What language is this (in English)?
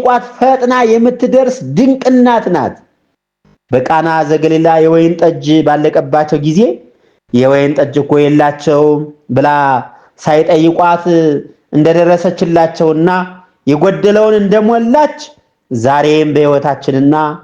Amharic